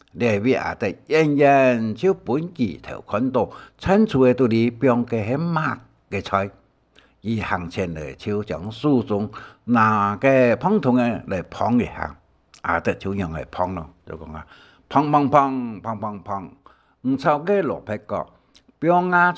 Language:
Hakka Chinese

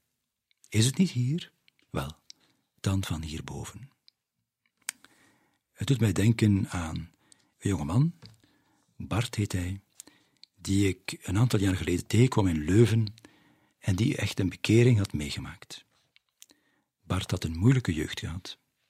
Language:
Dutch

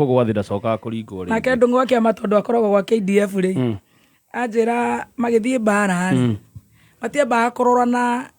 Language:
Kikuyu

